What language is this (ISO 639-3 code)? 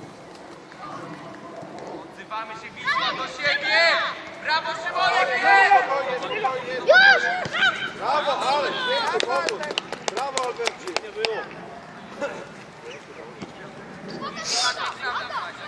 pol